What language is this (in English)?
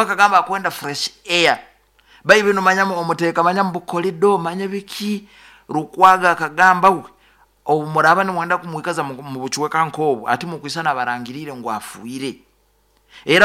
Nyoro